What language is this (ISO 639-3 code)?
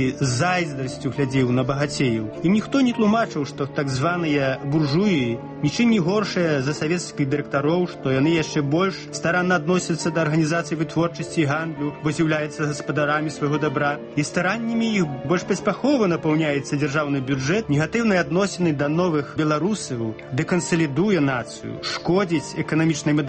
bel